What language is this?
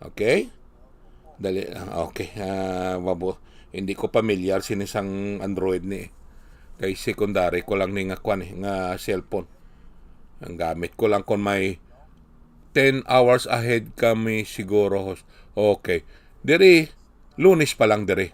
Hiligaynon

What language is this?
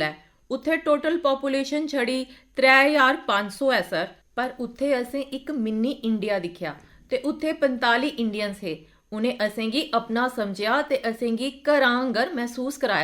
Dogri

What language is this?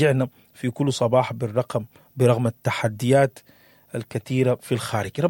Sudanese Arabic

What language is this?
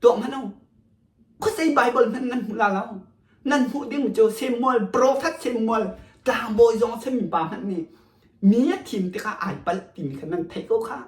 Hakha Chin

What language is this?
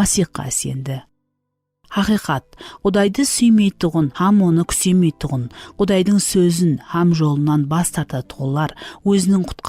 Kara-Kalpak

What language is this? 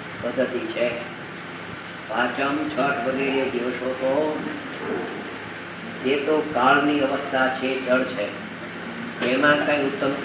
Gujarati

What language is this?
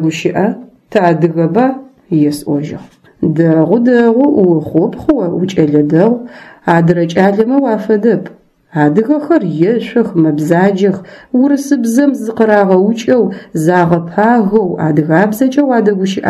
Adyghe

